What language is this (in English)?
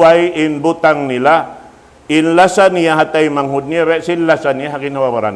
Tausug